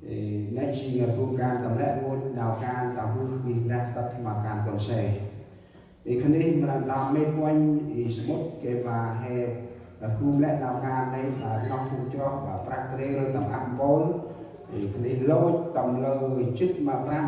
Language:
Central Mnong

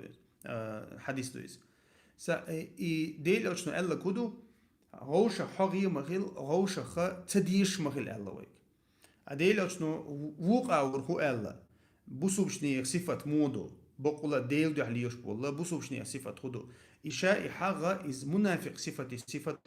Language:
Chechen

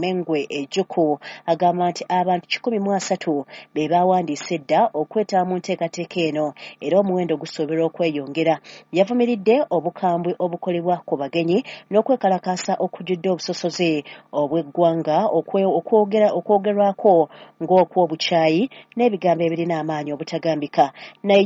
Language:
Ganda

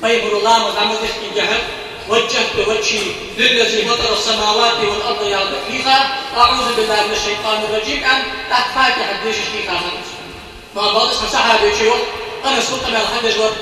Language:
Ingush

